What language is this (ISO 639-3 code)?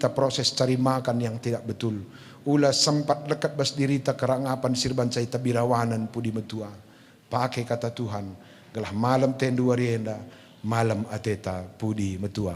btx